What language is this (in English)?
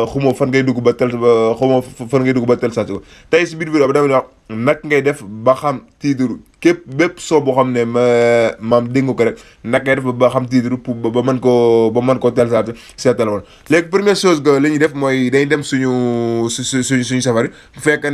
Wolof